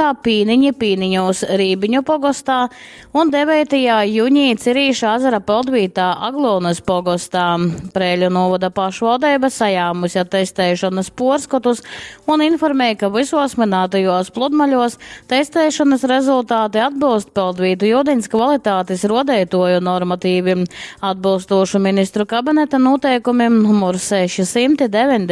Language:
Latgalian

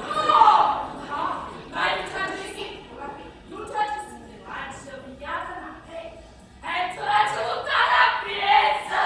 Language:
Neapolitan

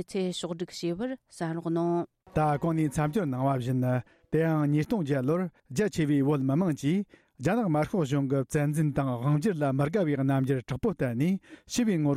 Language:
Tibetan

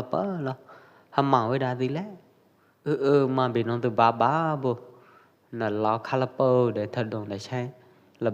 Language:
Pwo Eastern Karen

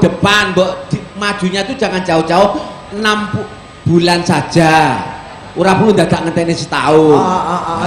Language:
Javanese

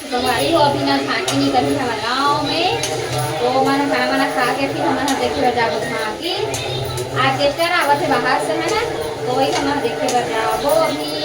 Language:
Chhattisgarhi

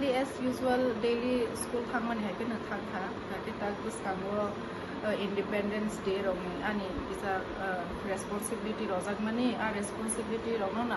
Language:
Kok Borok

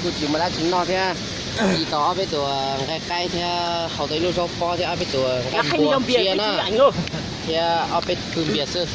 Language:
Hmong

